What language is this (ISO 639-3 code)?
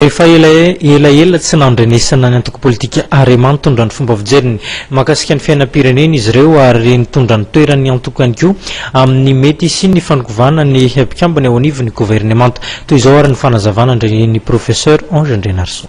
mlg